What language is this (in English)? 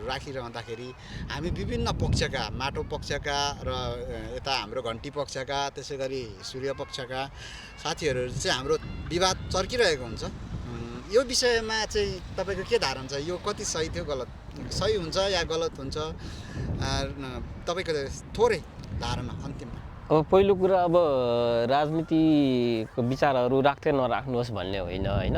Nepali